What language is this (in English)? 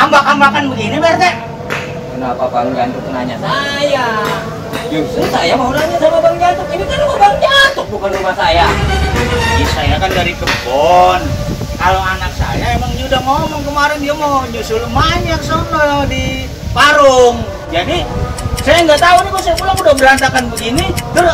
Betawi